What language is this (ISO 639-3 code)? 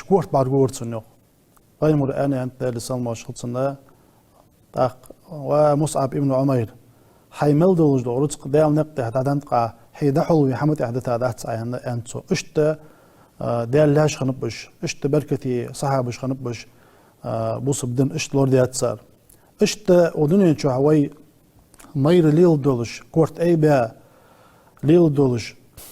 inh